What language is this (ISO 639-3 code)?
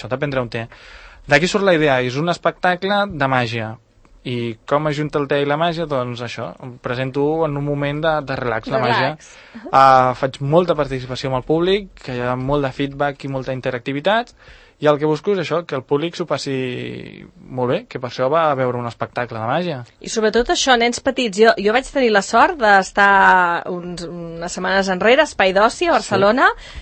cat